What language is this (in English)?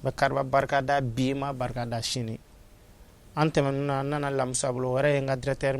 Bambara